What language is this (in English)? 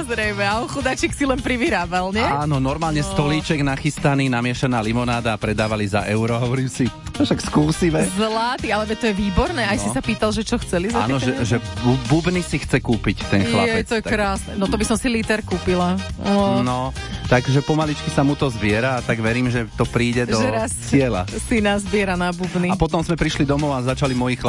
Slovak